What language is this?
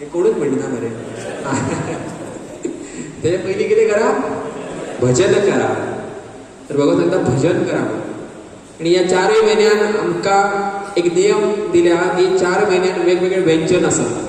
Konkani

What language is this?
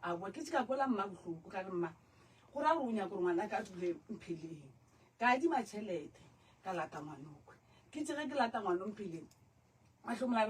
Northern Sotho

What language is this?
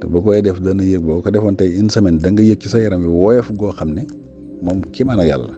Wolof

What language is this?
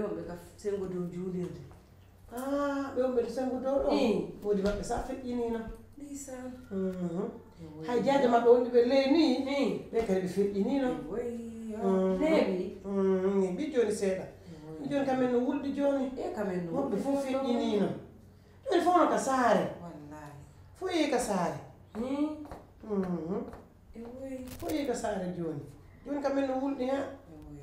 Pular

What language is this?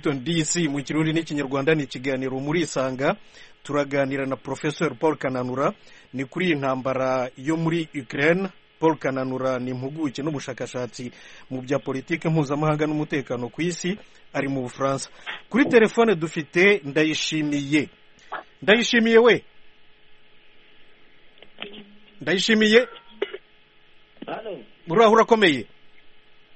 Kinyarwanda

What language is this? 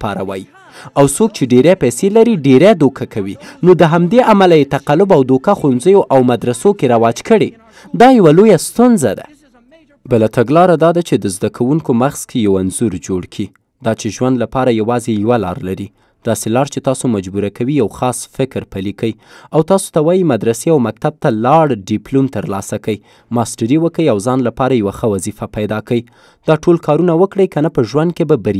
Pashto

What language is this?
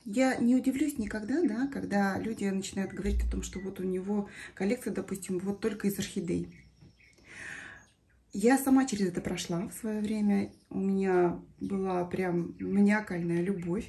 Russian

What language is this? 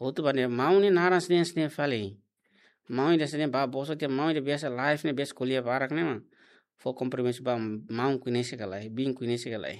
Tetum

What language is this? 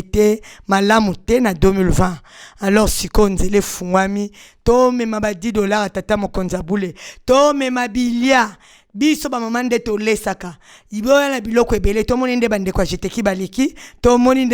Lingala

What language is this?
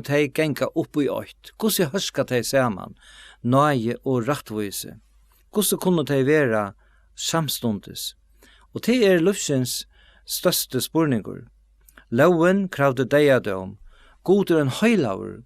Faroese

